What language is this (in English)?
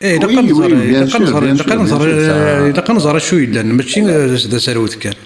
Kabyle